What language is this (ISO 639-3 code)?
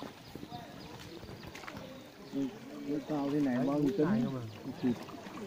vie